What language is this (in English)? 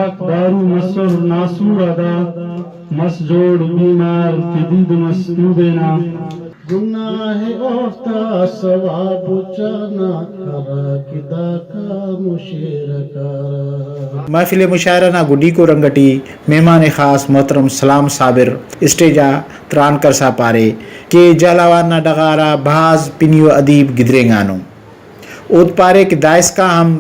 Brahui